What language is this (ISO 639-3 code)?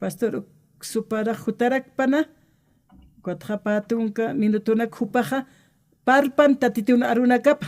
aym